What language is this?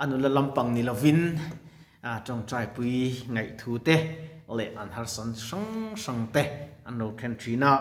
Mizo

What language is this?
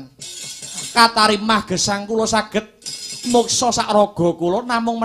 Javanese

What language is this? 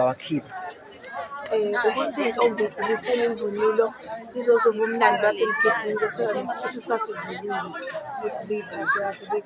Zulu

